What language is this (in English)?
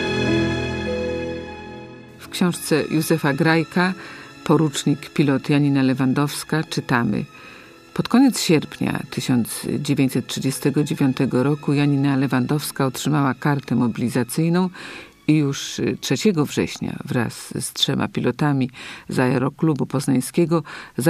Polish